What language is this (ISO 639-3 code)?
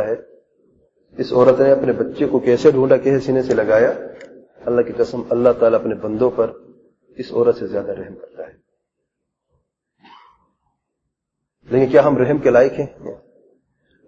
urd